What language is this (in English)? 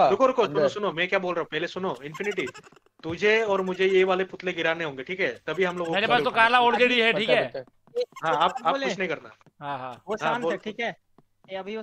Hindi